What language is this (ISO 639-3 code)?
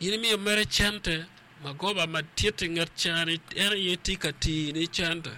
ach